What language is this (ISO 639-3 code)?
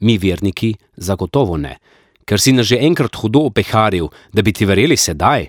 slv